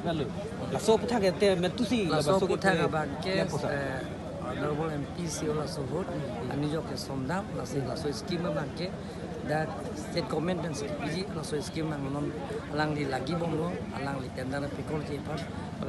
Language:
Karbi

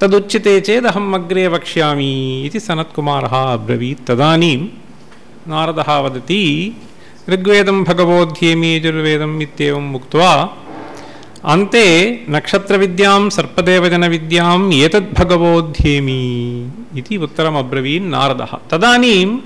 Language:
Sanskrit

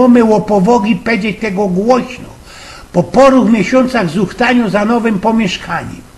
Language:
Silesian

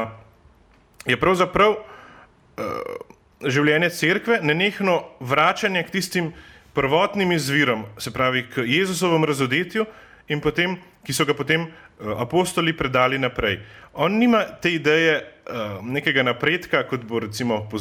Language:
Slovenian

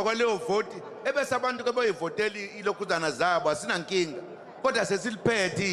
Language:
Zulu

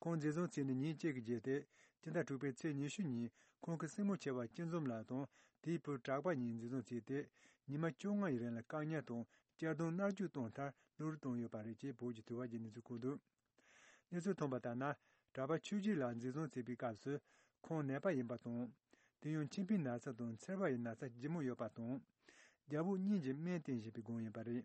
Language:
Tibetan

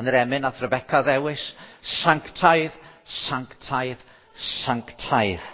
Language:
Welsh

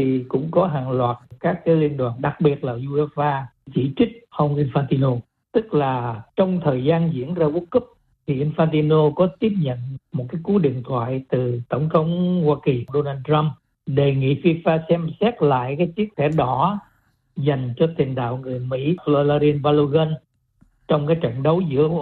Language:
Vietnamese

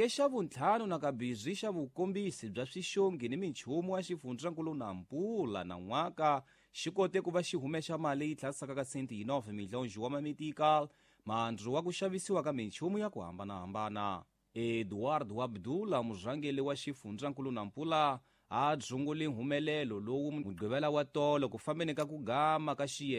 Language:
Tsonga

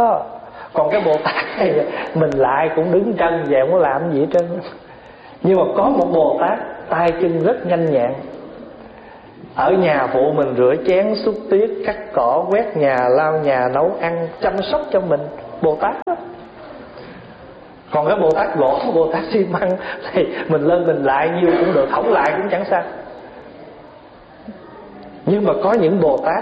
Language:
Vietnamese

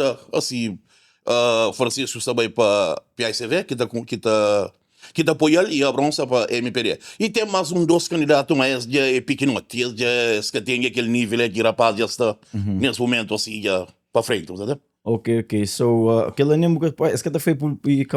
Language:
Kabuverdianu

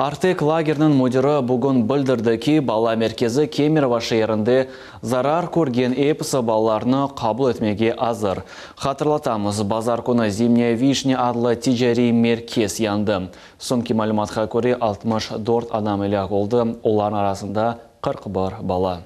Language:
Crimean Tatar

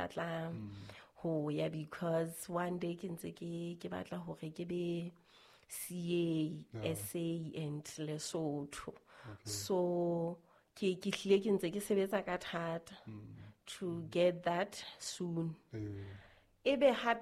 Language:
Southern Sotho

